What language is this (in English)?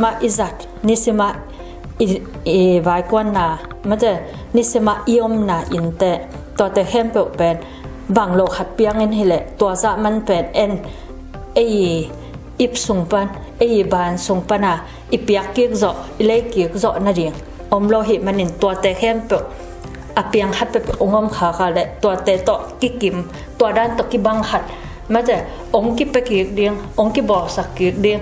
Tedim Chin